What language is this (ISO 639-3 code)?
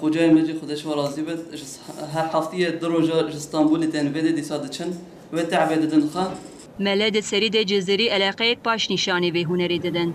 kur